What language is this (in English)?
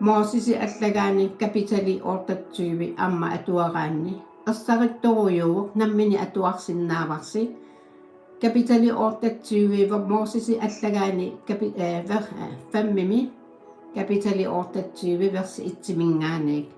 Kalaallisut